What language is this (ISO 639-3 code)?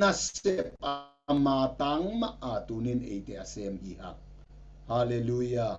ctd